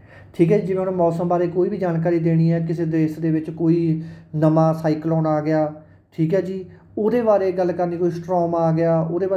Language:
Punjabi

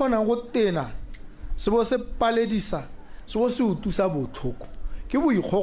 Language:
Tswana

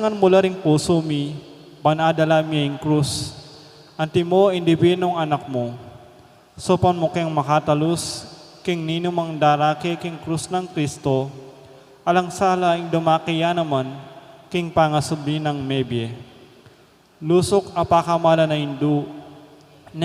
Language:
Pampanga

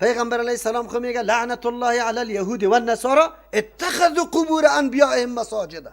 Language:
Persian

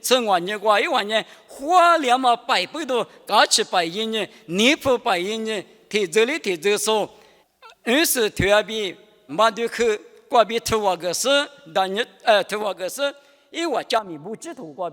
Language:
Lisu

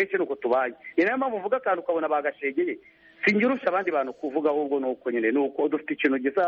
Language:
Kinyarwanda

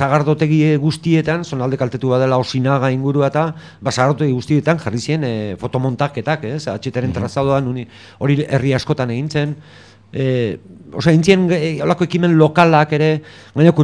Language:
Basque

